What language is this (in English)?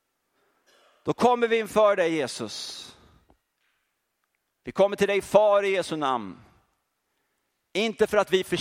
Swedish